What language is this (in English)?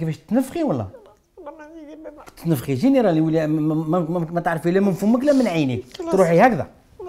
Algerian Arabic